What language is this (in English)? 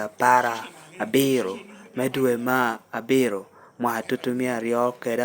Lango (Uganda)